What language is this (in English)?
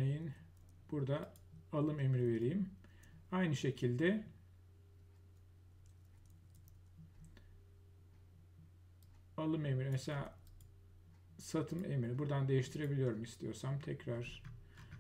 Turkish